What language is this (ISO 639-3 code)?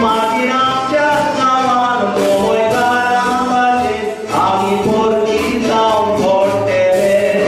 kok